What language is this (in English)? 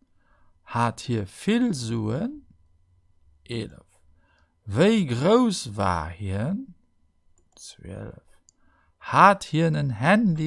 Luxembourgish